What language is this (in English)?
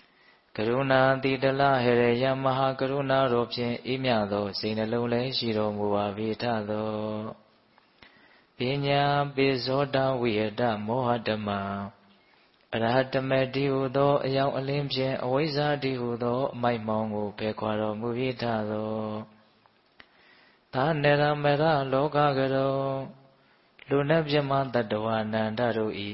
Burmese